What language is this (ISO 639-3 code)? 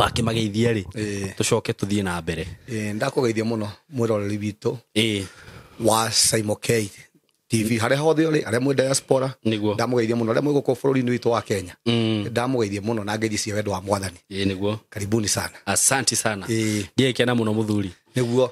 kik